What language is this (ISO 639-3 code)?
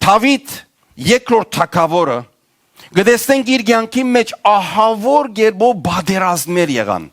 hyw